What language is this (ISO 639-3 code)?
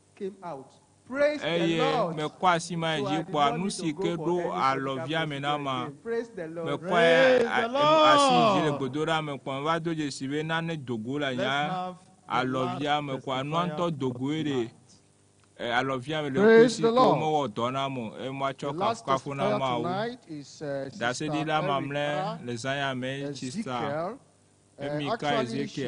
ewe